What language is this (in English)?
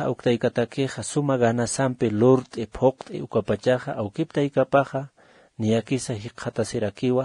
Aymara